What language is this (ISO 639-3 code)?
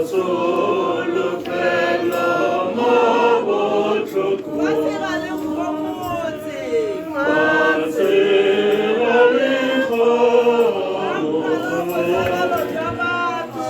tsn